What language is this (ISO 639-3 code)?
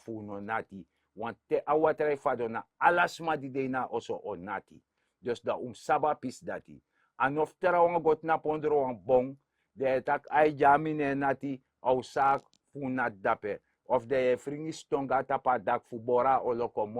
srn